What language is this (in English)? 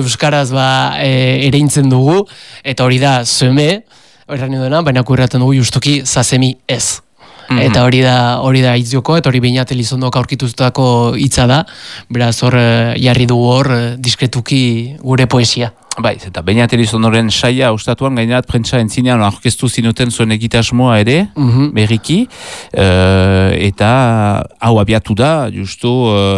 Basque